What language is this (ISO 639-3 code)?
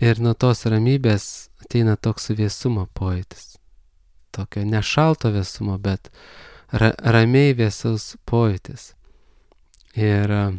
lit